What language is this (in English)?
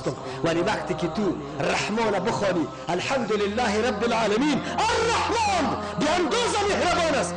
Tajik